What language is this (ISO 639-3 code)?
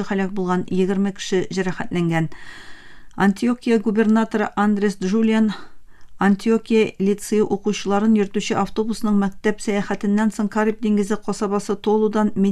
tat